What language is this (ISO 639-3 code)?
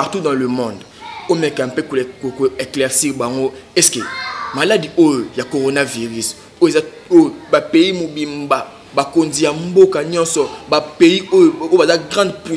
lin